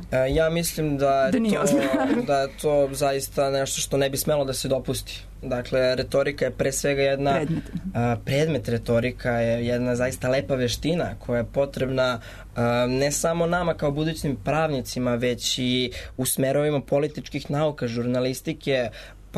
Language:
Serbian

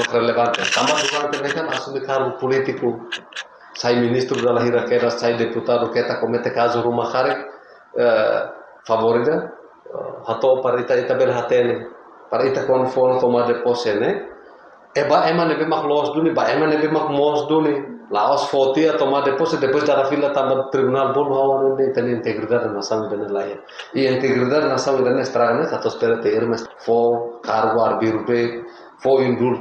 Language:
Tetum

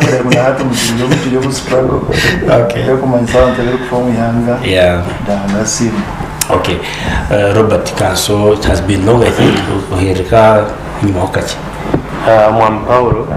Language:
Nyankole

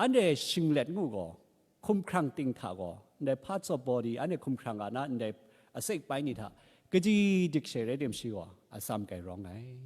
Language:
Kachin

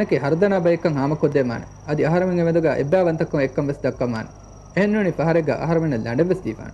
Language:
Divehi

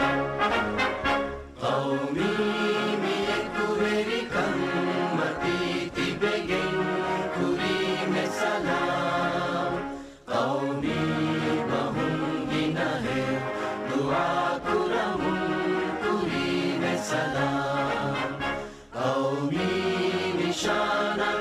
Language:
Divehi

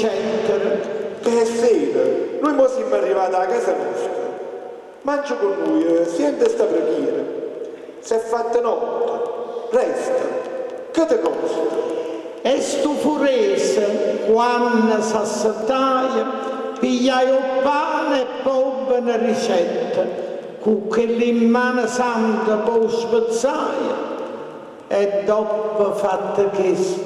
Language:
Neapolitan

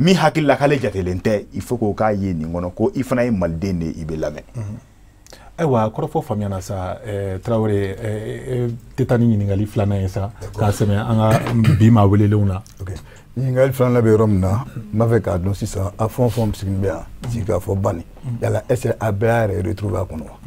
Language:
Bambara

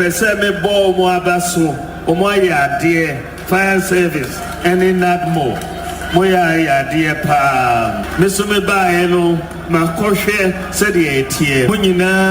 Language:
Akan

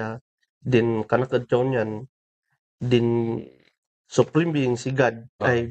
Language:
Kankanaey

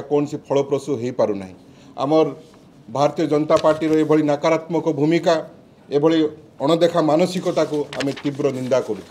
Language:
Odia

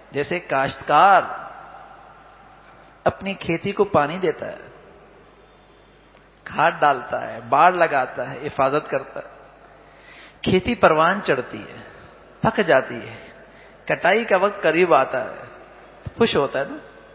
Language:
Urdu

